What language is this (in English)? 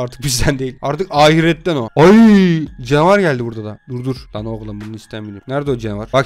Turkish